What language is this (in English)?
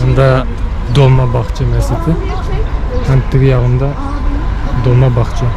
Bashkir